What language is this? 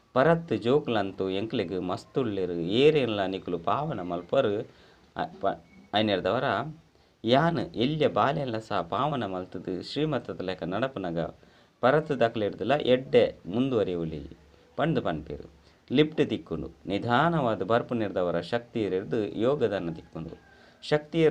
Tulu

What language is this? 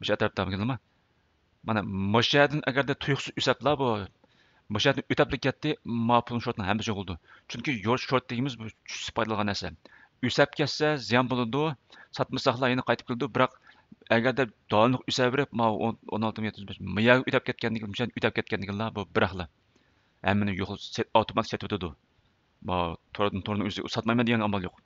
Uyghur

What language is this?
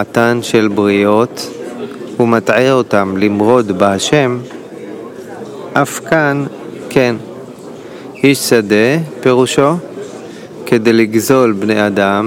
Hebrew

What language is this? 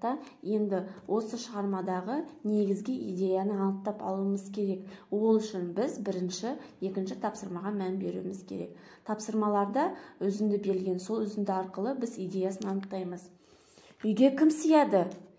Kazakh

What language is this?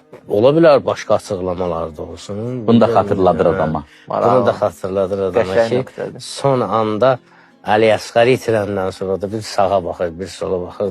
Azerbaijani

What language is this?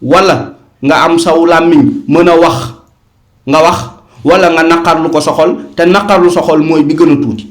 Wolof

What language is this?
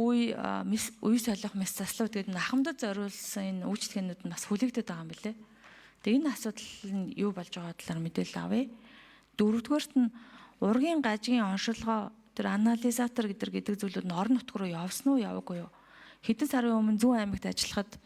Mongolian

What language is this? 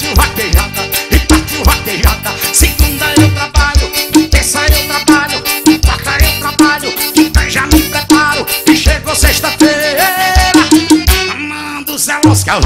Portuguese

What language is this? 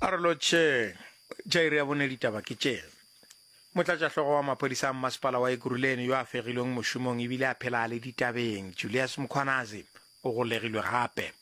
Northern Sotho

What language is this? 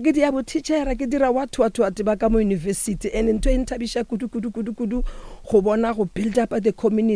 Northern Sotho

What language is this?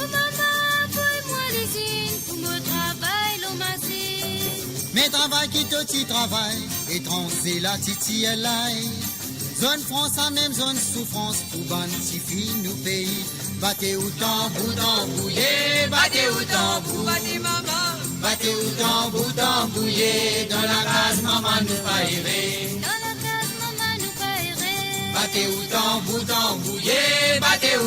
Morisyen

